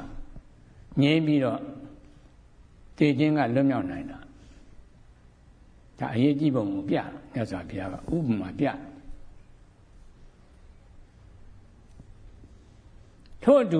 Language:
Burmese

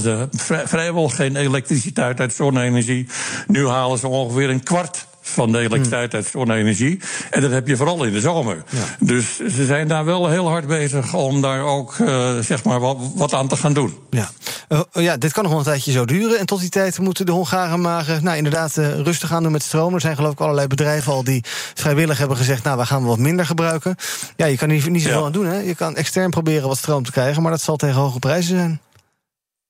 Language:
Dutch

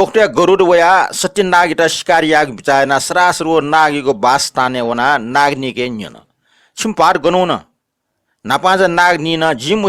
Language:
Newari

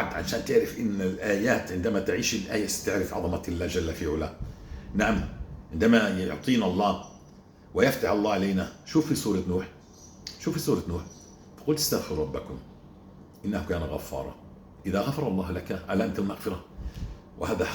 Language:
North Levantine Arabic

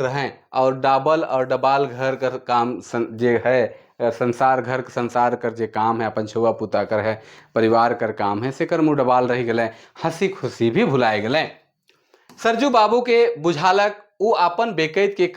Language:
Sadri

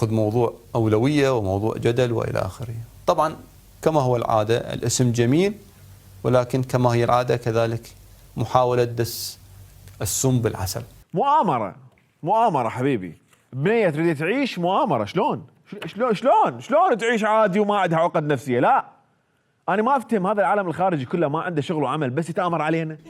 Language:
Mesopotamian Arabic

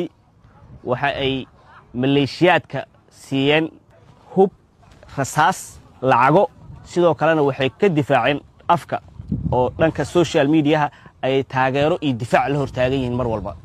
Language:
Somali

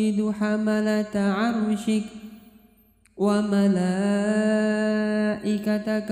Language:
Arabic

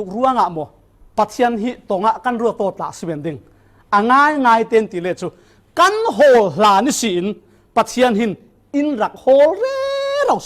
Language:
Falam Chin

